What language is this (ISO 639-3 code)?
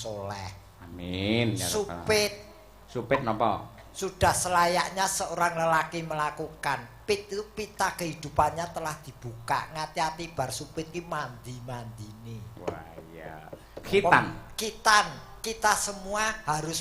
jav